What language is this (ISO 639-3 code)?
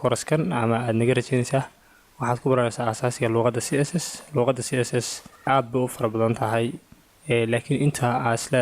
som